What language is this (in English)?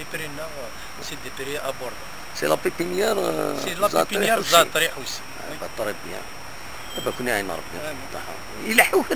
Kabyle